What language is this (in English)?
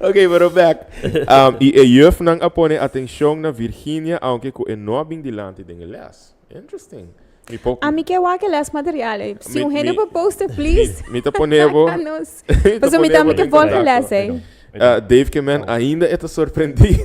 Papiamento